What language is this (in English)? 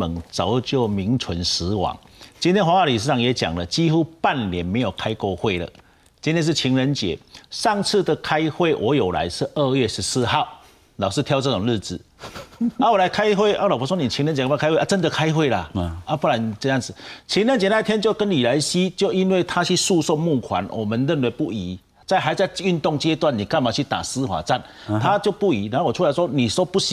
Chinese